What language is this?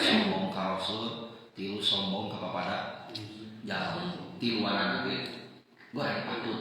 Sundanese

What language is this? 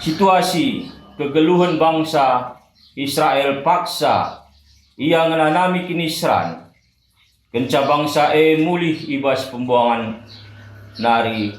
Batak Karo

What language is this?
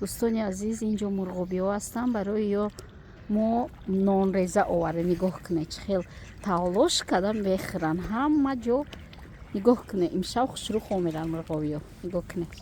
Tajik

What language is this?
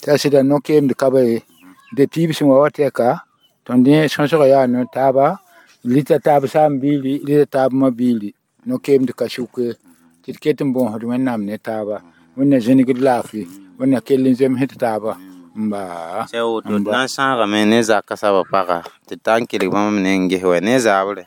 Mossi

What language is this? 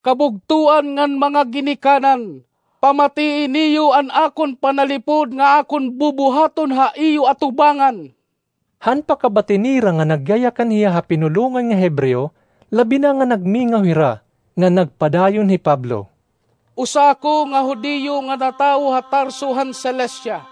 Waray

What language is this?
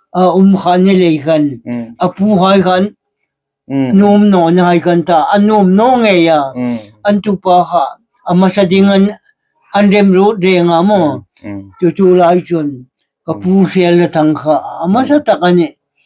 Hmar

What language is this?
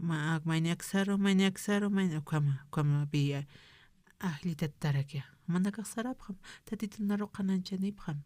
Aymara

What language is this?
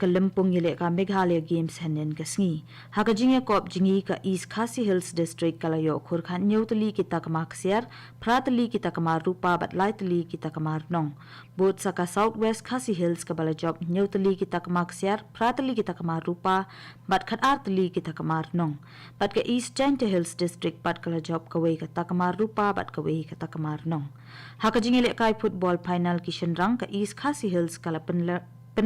Khasi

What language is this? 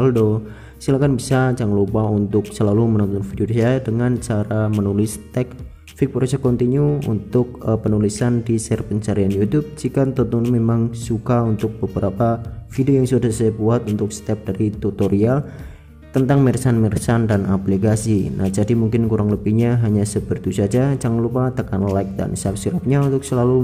Indonesian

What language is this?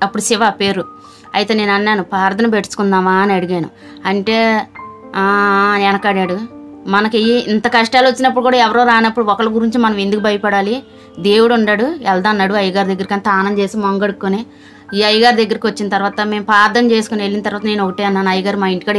Telugu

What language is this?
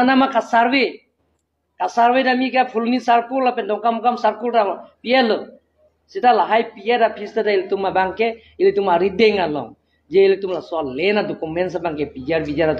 Karbi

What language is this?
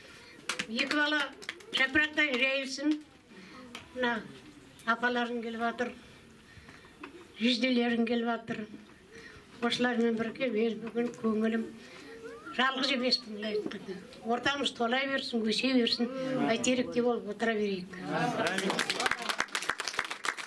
Kazakh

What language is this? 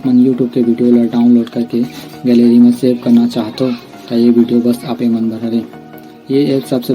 Chhattisgarhi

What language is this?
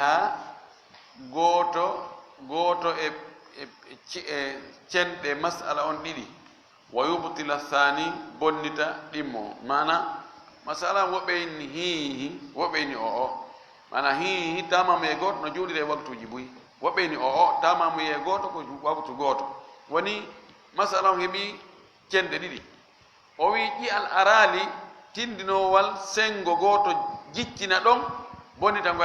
Fula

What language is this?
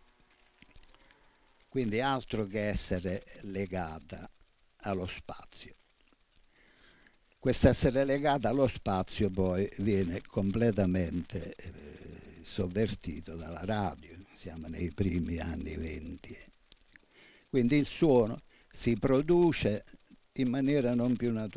Italian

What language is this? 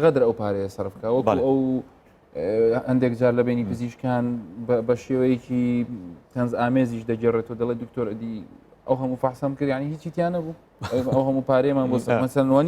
Central Kurdish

